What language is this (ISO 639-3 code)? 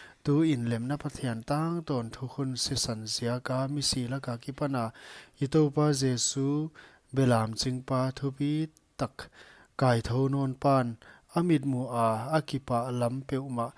pck